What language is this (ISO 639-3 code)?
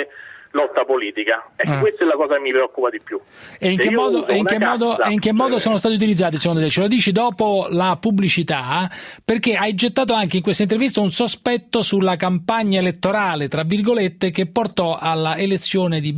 ita